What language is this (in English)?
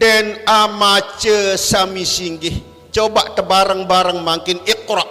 Sasak